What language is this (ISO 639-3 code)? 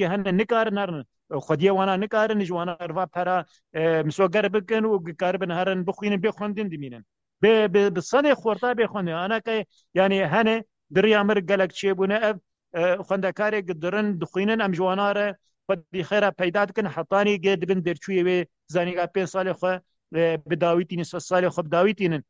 kur